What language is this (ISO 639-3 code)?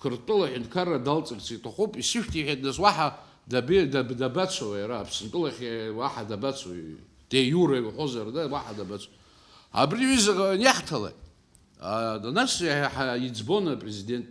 abk